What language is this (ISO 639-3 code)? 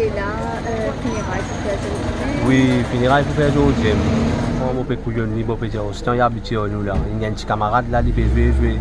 mfe